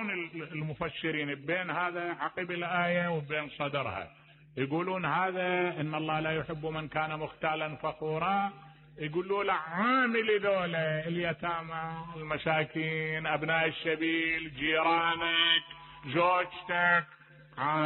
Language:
Mesopotamian Arabic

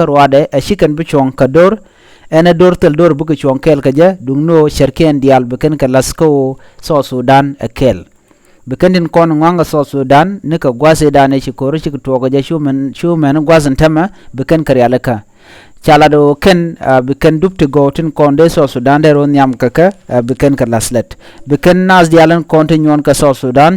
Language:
Nuer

